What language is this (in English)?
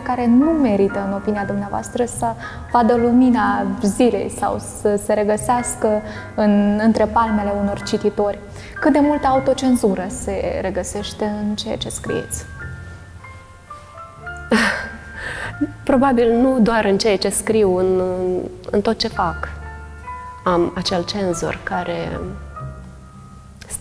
Romanian